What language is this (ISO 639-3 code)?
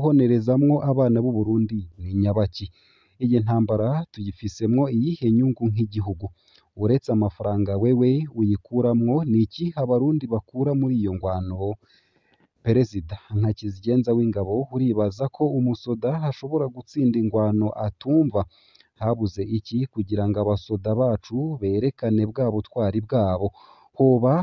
run